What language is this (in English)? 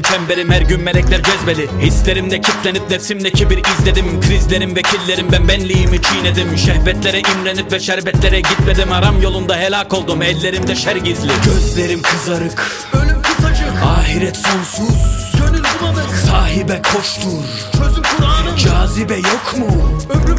Turkish